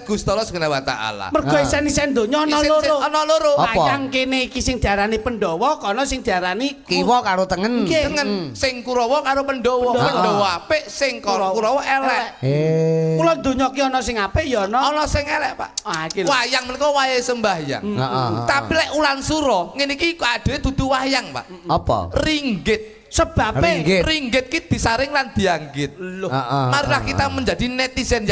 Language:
Javanese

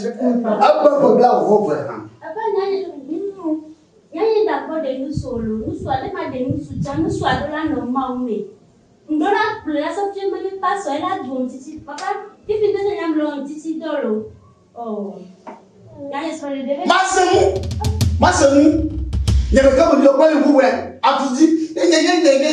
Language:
Ewe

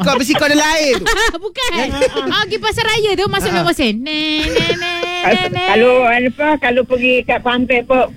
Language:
Malay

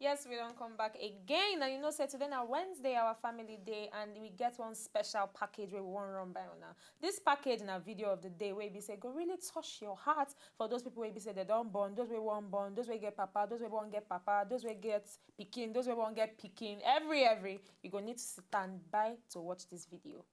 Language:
Nigerian Pidgin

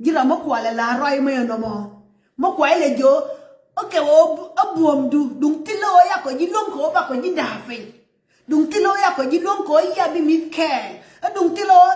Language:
Nuer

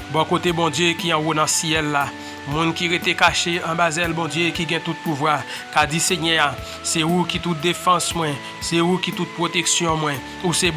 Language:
Haitian Creole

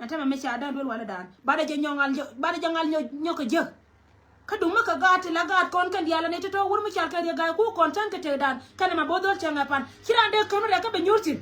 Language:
Nuer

